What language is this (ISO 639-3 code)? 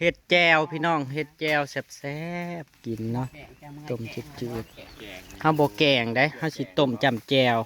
tts